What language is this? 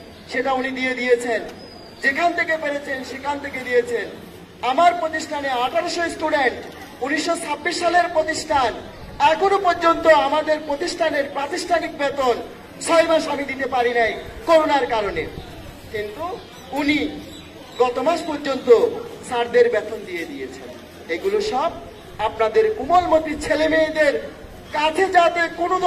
Bangla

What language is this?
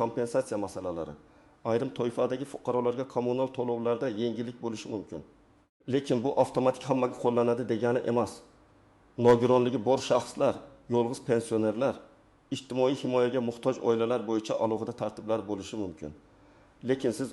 Uzbek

